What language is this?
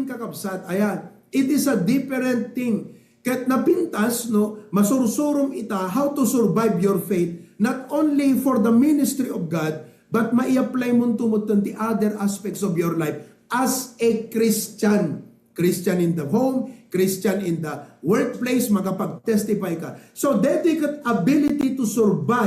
Iloko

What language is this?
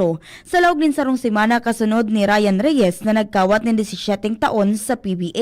Bikol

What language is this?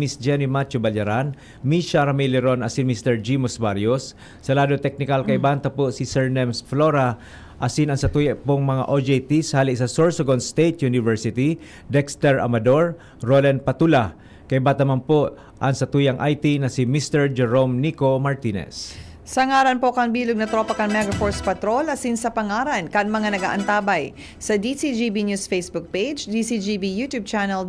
Bikol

